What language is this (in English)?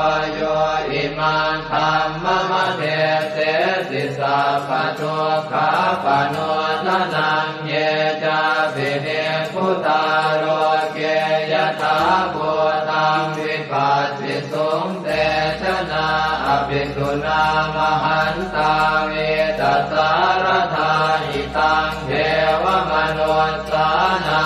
Pali